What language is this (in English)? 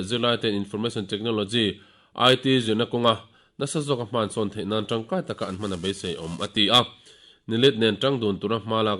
Mizo